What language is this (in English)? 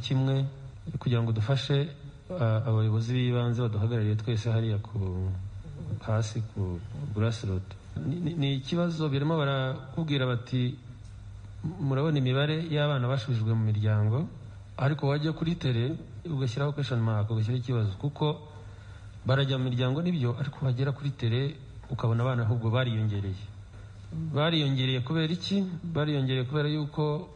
Kinyarwanda